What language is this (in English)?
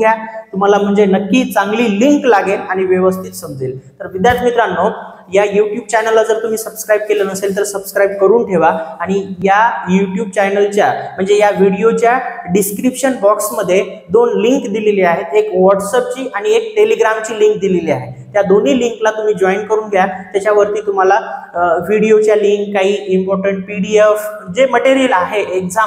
Marathi